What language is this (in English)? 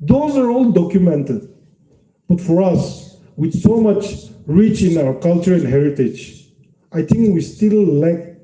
Yimchungru Naga